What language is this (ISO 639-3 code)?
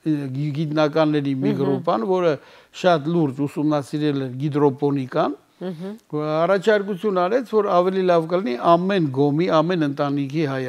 hye